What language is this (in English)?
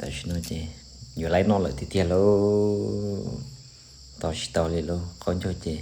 Hmong